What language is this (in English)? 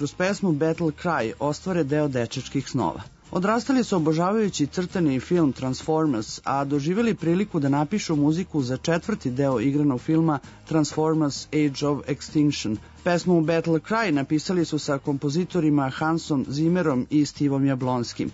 Serbian